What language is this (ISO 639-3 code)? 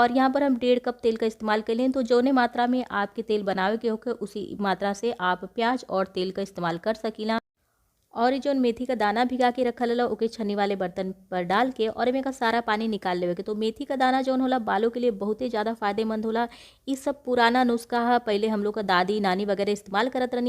bho